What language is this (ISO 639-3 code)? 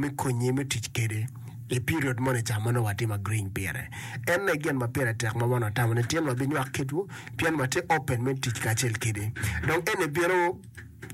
ach